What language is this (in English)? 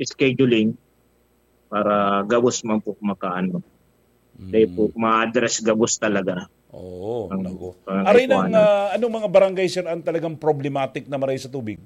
Bikol